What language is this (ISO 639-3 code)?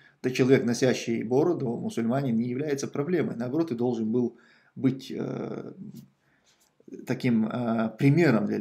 rus